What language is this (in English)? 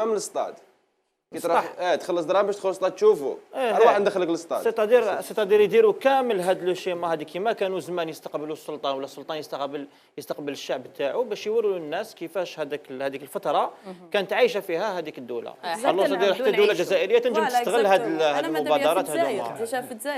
Algerian Arabic